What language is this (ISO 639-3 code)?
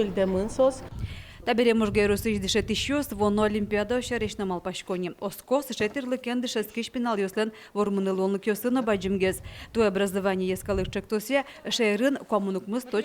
udm